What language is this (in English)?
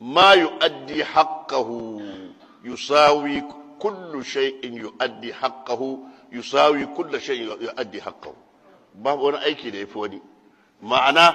Hausa